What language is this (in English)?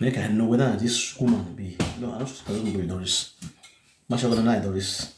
Nigerian Pidgin